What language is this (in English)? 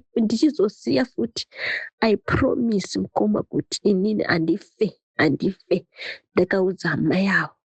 Shona